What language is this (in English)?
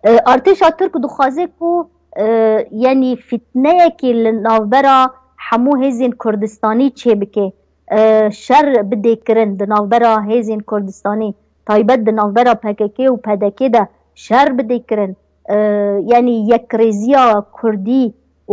Kurdish